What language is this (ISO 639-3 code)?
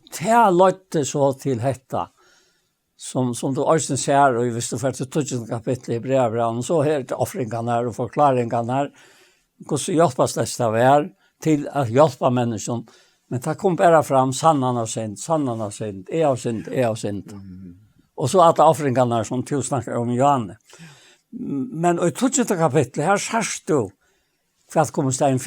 fao